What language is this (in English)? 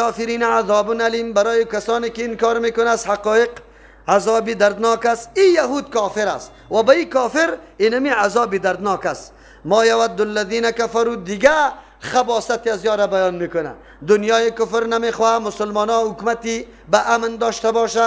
Persian